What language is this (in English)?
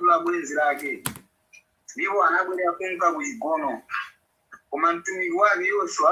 Nyanja